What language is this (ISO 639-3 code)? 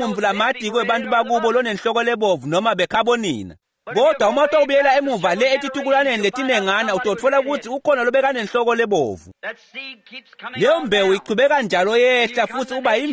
ssw